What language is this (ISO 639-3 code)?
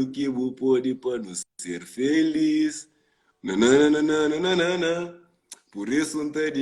kea